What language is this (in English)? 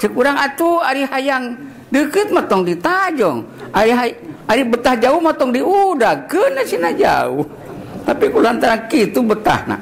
Sundanese